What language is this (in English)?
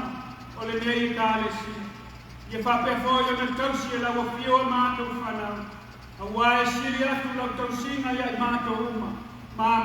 Samoan